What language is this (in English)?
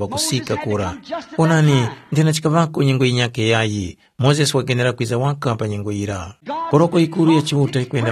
Tumbuka